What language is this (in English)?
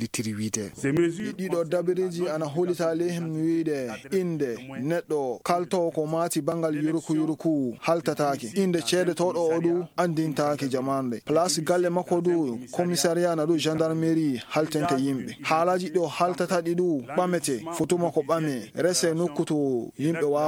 Fula